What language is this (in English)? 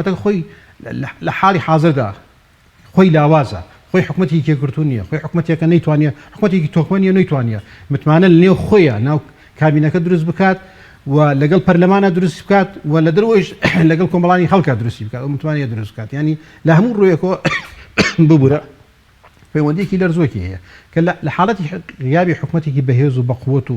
Central Kurdish